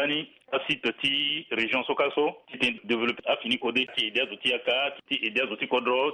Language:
Sango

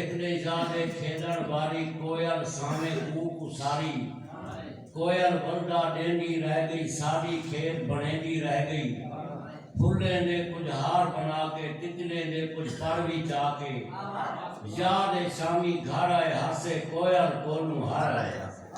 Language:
Saraiki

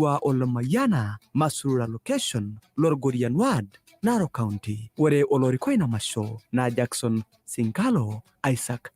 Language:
Masai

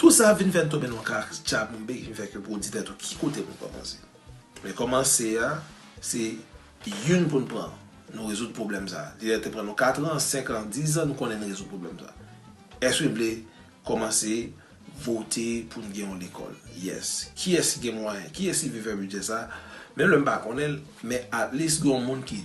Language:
Haitian Creole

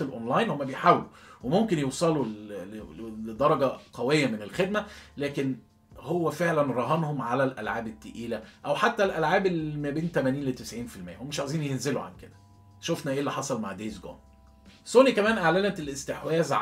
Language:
Egyptian Arabic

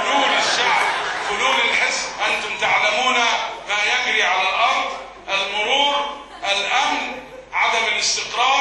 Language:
Egyptian Arabic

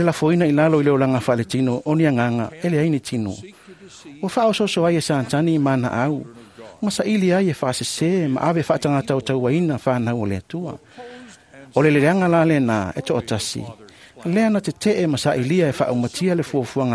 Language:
Samoan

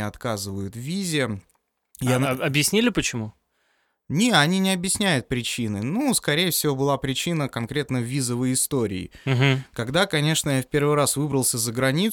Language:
Russian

